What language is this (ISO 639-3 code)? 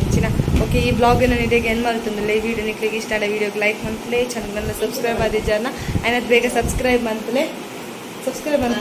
tcy